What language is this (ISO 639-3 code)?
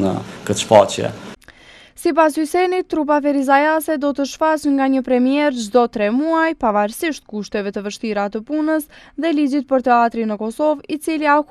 sqi